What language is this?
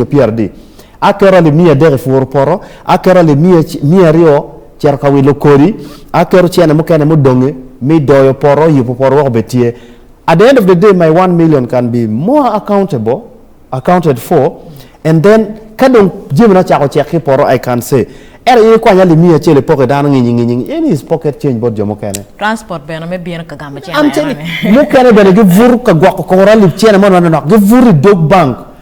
Acoli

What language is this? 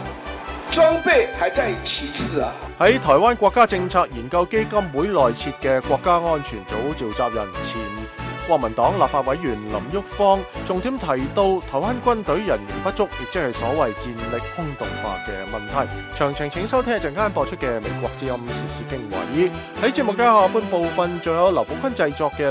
Cantonese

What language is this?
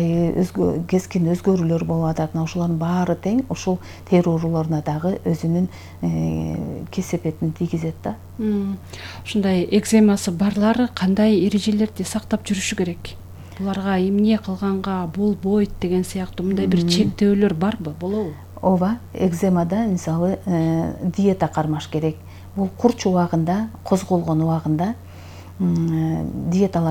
Kyrgyz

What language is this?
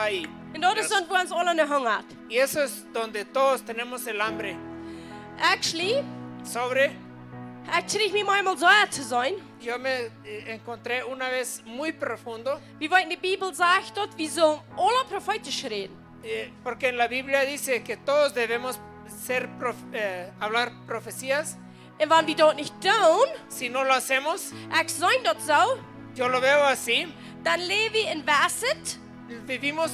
Plautdietsch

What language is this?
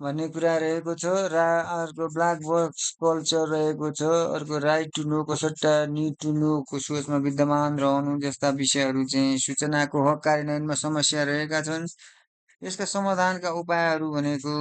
Nepali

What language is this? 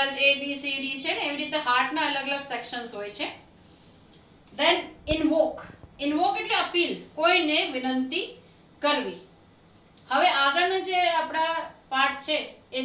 Gujarati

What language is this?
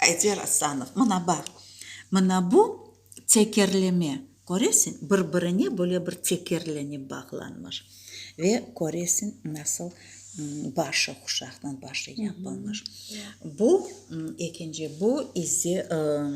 Crimean Tatar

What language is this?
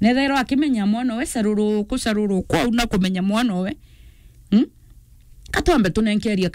Meru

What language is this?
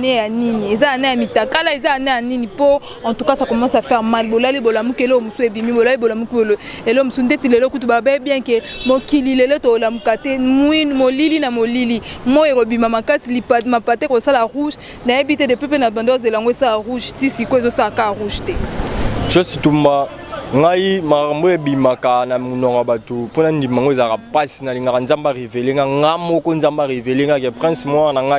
Lingala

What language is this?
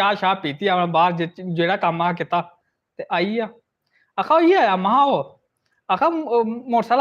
Dogri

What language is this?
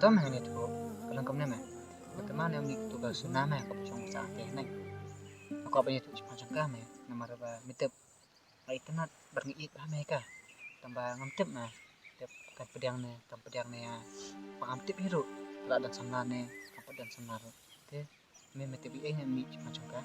Khasi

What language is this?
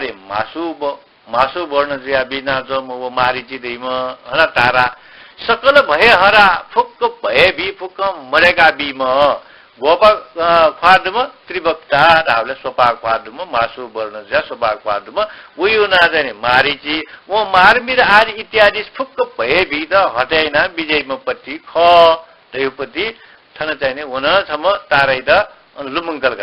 Newari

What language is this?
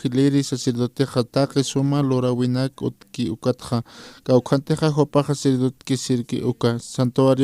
Aymara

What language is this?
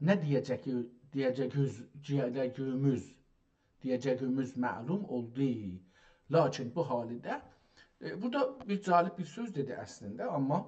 South Azerbaijani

